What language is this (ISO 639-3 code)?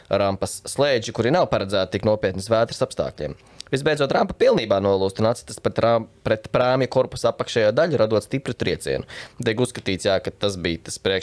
lav